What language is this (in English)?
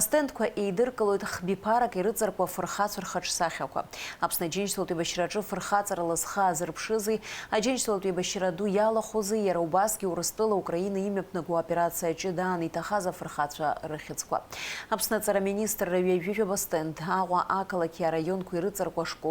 Abkhazian